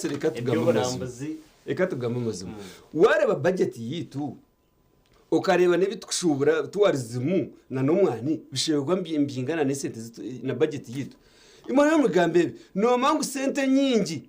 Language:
Nyankole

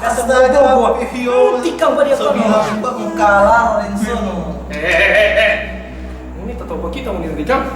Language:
Manado Malay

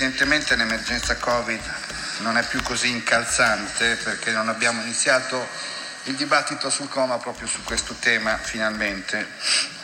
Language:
Italian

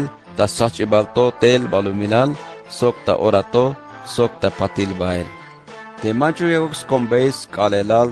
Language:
Tzeltal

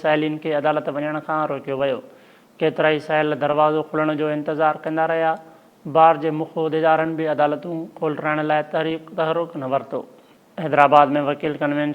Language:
Sindhi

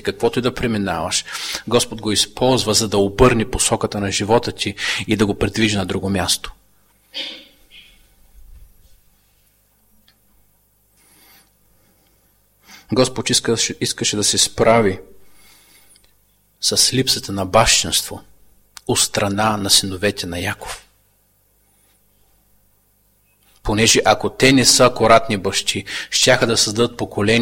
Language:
Bulgarian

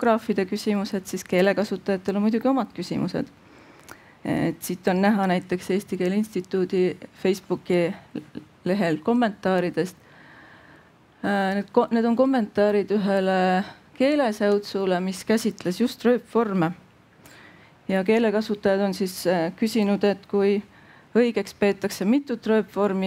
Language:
Estonian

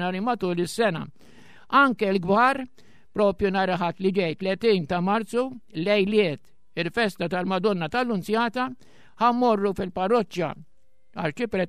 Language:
Maltese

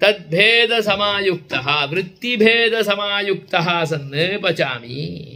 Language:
Sanskrit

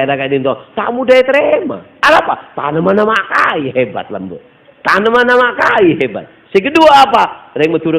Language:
Madurese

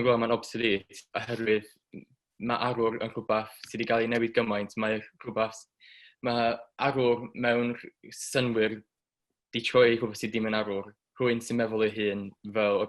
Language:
Welsh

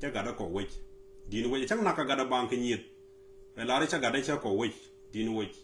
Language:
Nuer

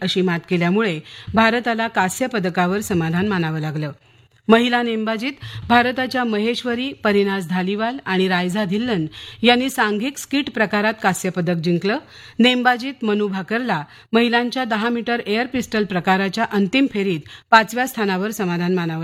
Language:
Marathi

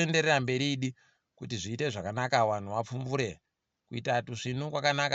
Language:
Ndau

